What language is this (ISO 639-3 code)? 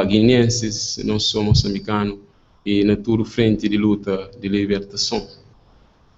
kea